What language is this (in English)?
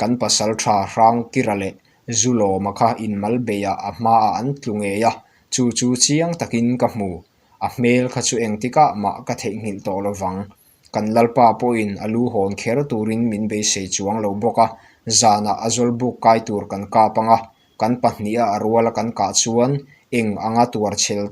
Mizo